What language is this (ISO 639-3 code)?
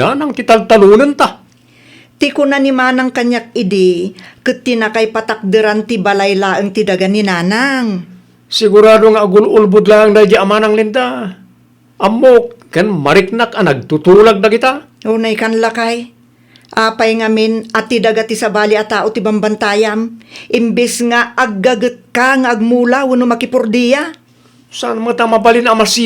ilo